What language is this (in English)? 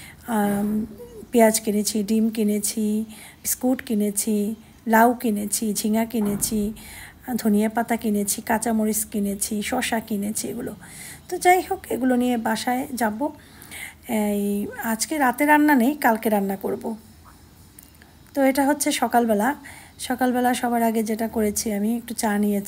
Bangla